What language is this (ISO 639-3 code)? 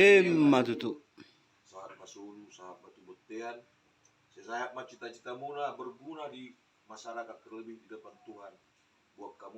bbc